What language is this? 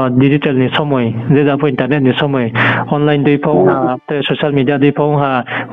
Riang (India)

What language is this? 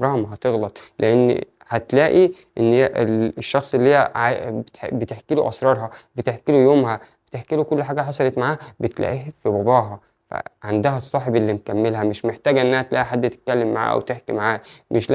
Egyptian Arabic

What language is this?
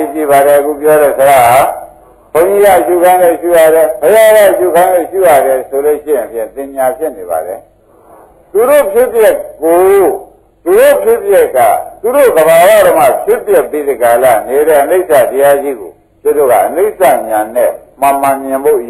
Burmese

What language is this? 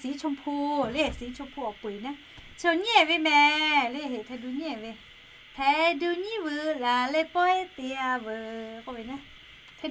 Lahu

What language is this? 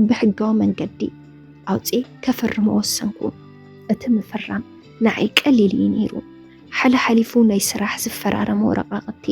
Tigrinya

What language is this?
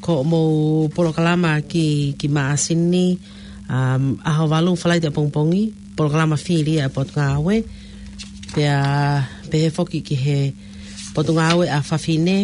Tongan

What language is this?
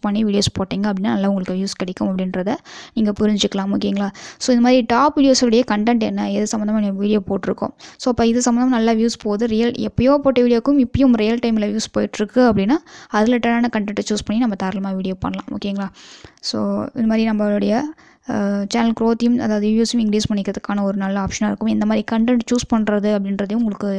Tamil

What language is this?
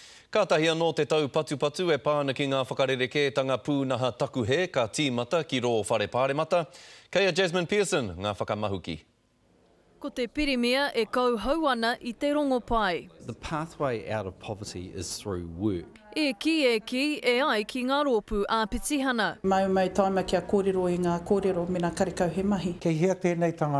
Māori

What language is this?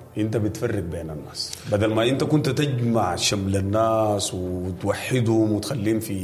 Sudanese Arabic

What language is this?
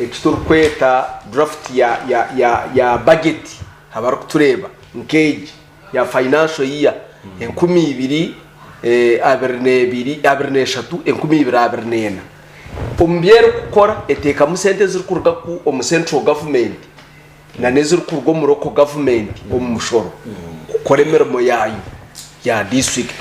Nyankole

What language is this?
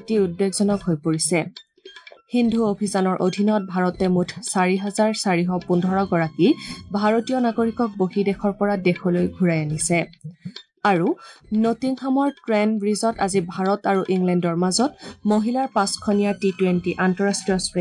Assamese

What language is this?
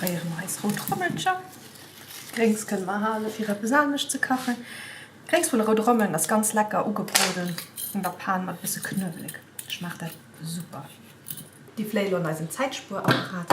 Luxembourgish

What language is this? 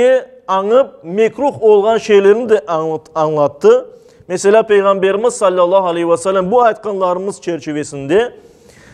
Crimean Tatar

